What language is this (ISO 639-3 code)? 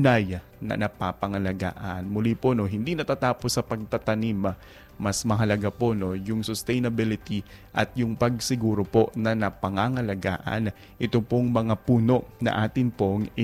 fil